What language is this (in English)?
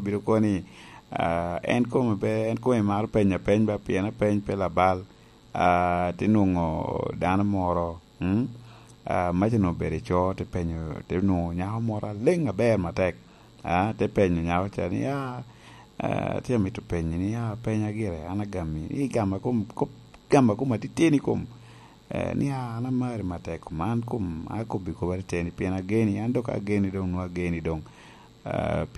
Lango (Uganda)